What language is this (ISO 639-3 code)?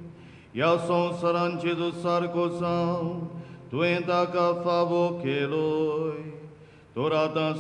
kok